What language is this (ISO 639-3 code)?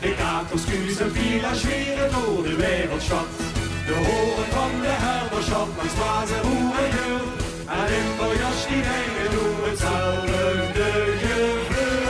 lim